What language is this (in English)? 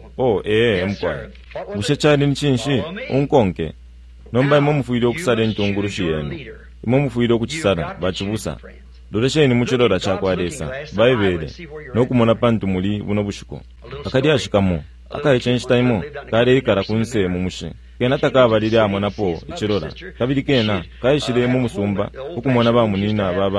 Bemba